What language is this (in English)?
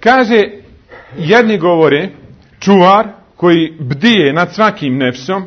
Bosnian